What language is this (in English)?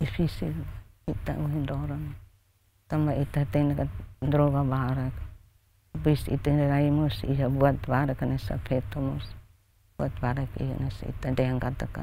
Tetum